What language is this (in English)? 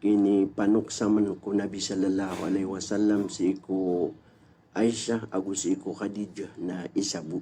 Maranao